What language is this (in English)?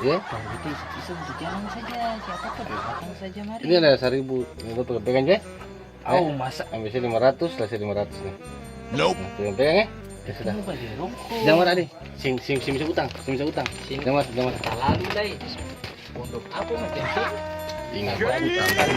Ambonese Malay